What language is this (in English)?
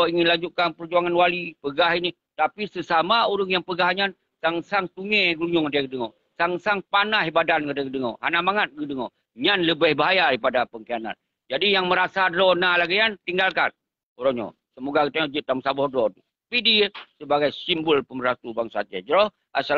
Achinese